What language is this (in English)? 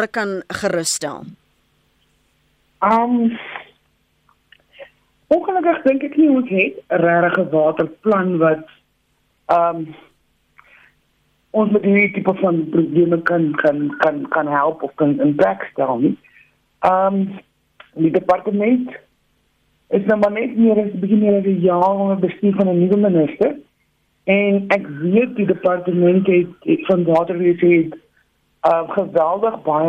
Afrikaans